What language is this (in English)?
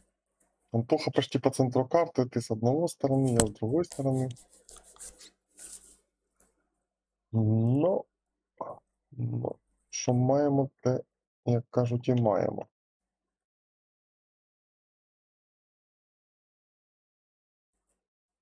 Russian